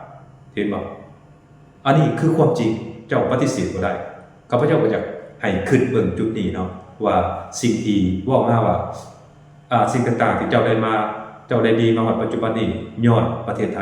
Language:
Lao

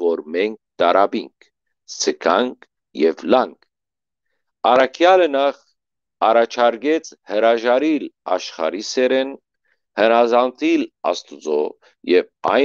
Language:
Western Armenian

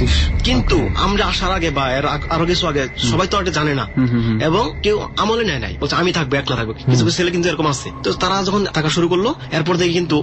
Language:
Bangla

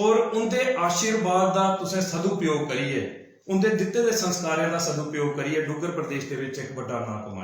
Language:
Dogri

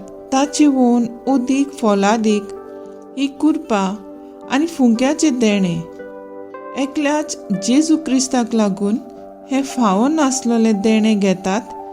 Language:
Konkani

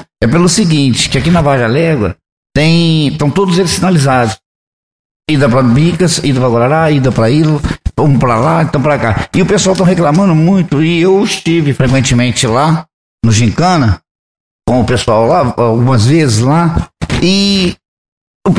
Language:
Portuguese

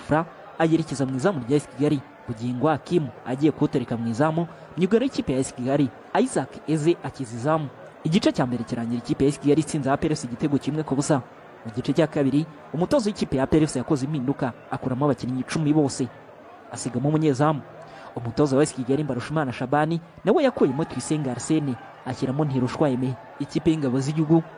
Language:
Kinyarwanda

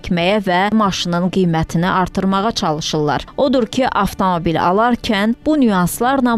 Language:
Azerbaijani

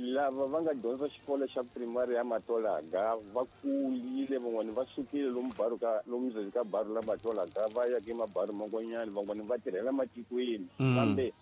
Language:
Tsonga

